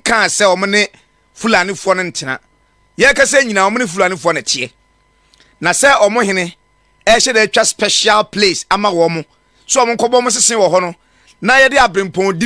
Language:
Akan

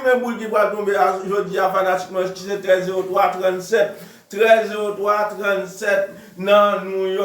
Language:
Haitian Creole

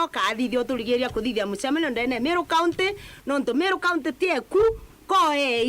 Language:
Meru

